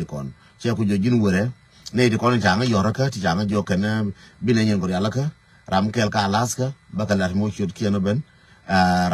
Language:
Nuer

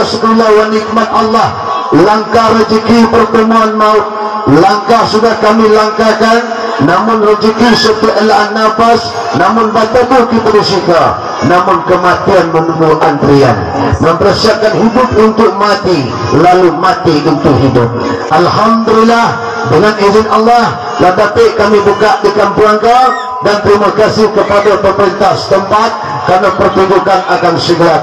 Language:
Minangkabau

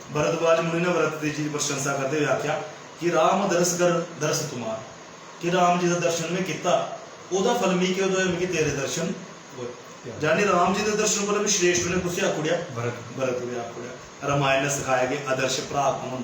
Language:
Dogri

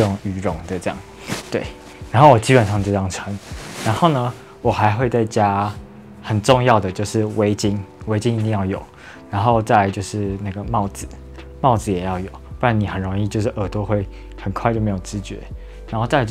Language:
Chinese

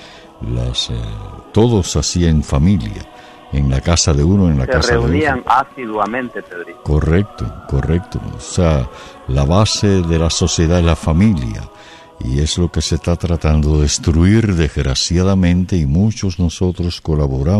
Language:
Spanish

